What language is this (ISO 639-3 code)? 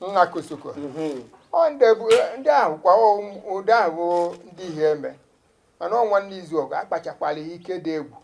ibo